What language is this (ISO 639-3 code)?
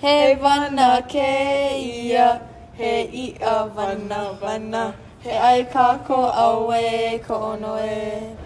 haw